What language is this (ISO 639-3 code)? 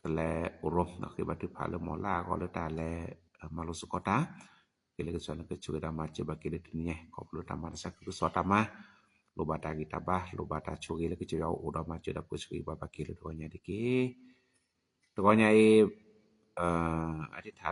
ksw